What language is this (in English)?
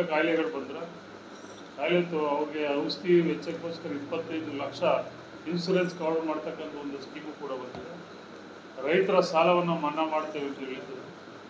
Kannada